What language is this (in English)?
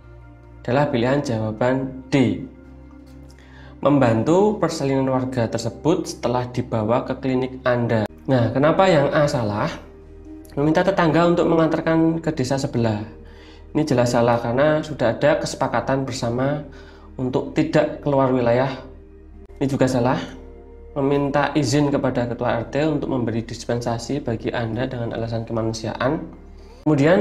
Indonesian